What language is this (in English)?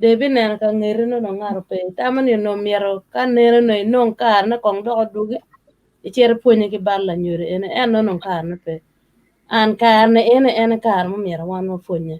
Acoli